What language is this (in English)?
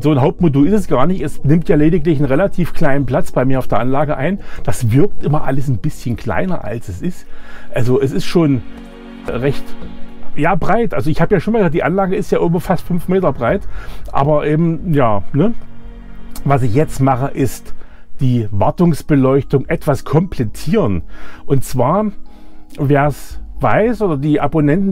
German